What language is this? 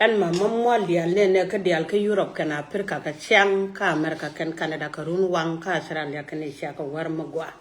Nuer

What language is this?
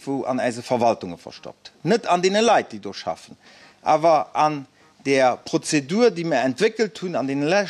Luxembourgish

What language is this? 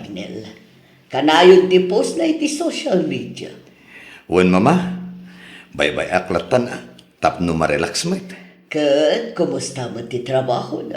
Iloko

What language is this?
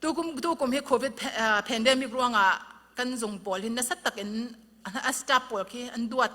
Falam Chin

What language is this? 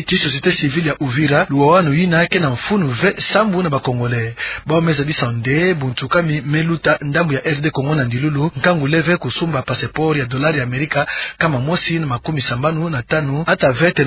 Kituba (Democratic Republic of Congo)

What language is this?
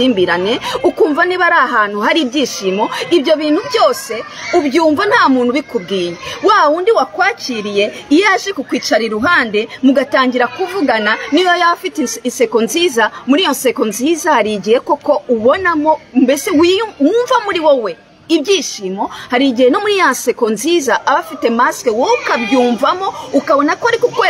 Kinyarwanda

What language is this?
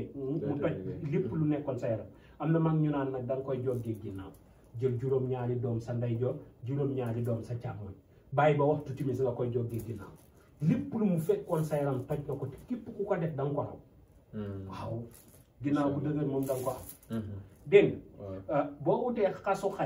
Wolof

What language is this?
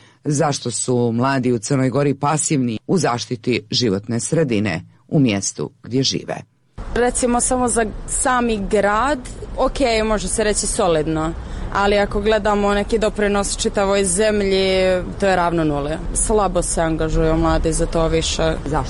Serbian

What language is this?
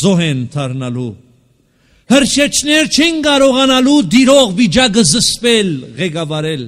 Armenian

